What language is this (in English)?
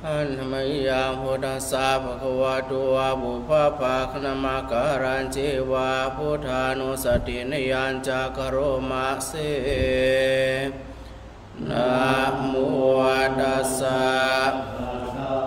Pali